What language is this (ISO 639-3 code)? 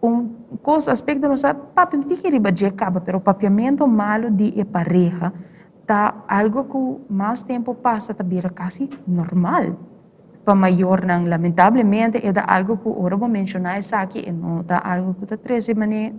pap